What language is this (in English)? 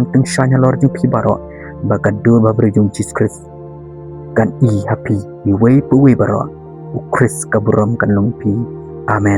Khasi